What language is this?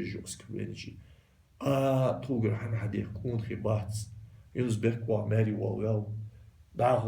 Ingush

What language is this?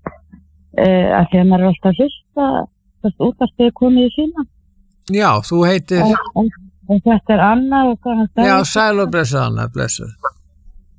Icelandic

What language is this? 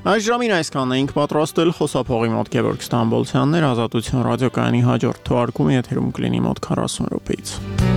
Armenian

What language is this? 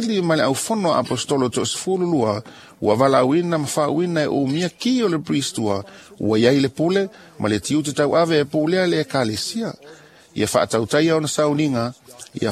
Samoan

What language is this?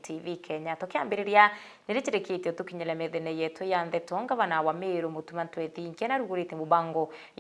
Meru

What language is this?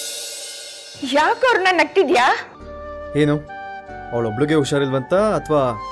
Kannada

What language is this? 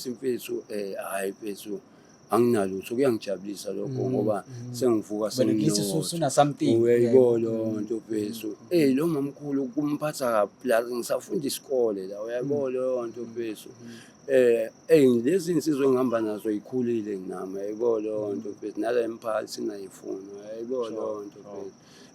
Zulu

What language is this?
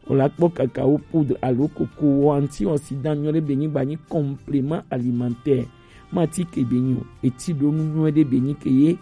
Gen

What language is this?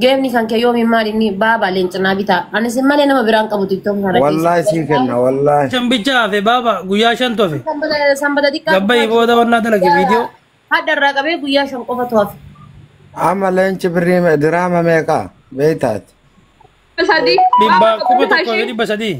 Oromo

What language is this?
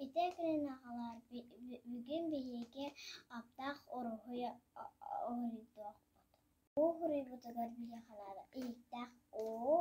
Yakut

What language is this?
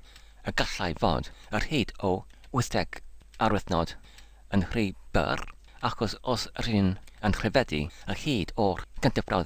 Welsh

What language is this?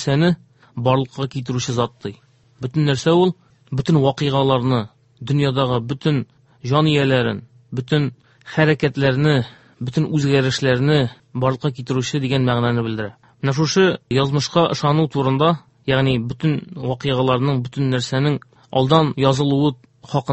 Tatar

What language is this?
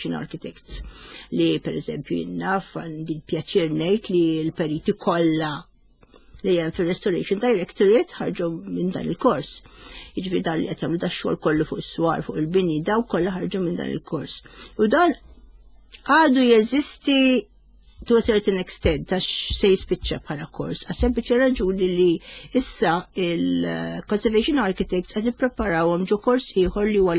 Maltese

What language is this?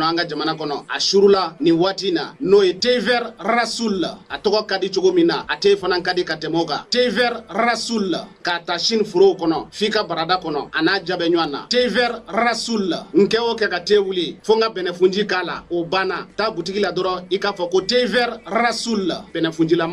Bambara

